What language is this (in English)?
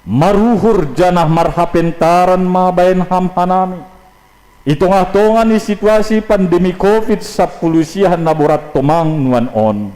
Batak Simalungun